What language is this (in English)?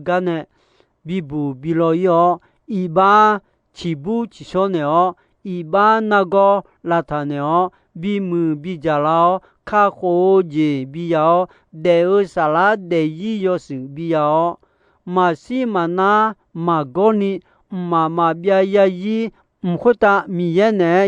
Akha